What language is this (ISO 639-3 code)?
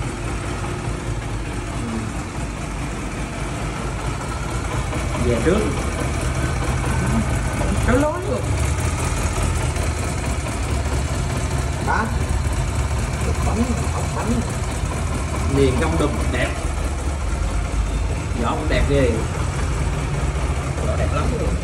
vie